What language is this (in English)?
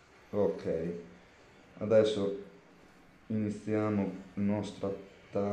Italian